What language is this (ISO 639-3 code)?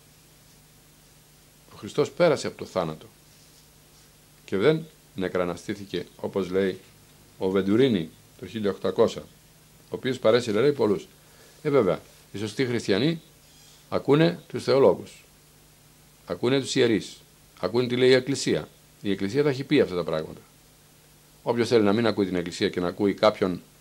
ell